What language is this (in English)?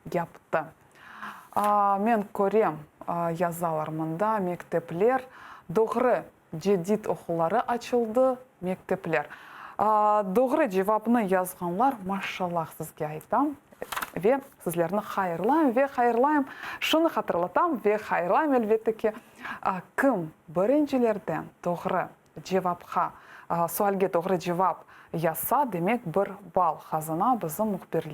Crimean Tatar